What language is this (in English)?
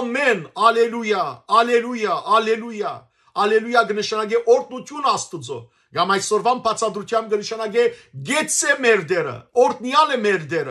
Western Armenian